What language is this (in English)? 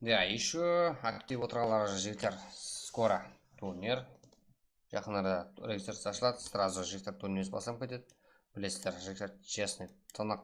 Kara-Kalpak